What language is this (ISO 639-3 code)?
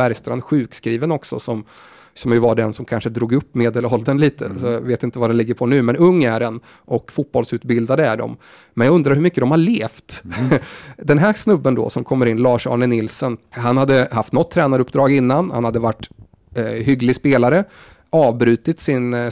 swe